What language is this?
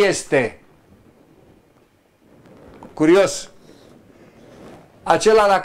Romanian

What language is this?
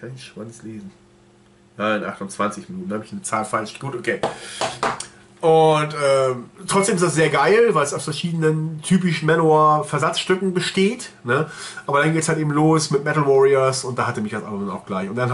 German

